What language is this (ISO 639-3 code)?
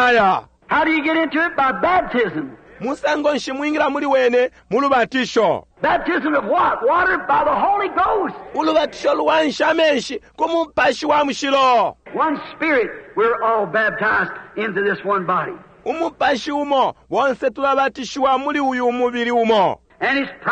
bem